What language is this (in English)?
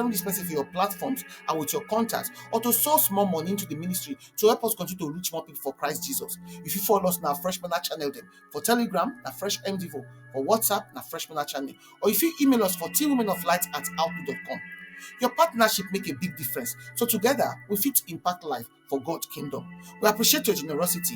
Nigerian Pidgin